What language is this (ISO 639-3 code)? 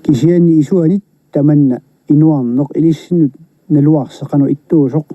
kal